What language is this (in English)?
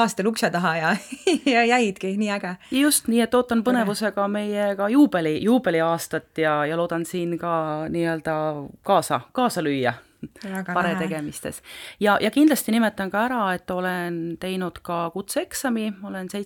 Estonian